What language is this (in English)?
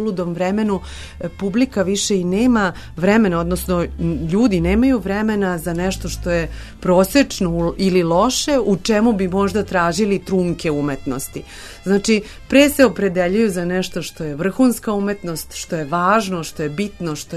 Serbian